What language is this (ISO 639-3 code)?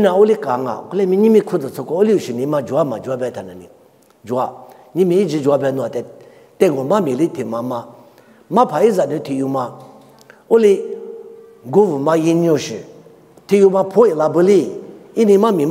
lis